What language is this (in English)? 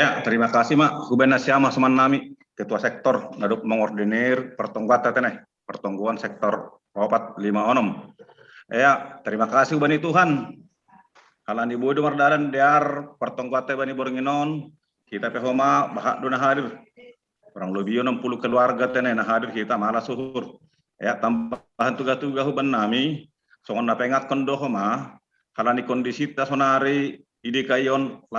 Batak Simalungun